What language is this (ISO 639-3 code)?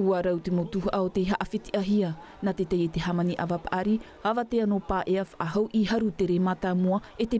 tah